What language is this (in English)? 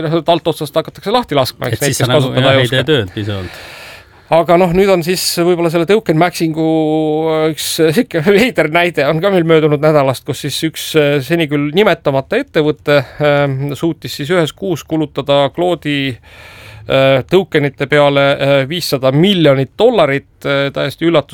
Estonian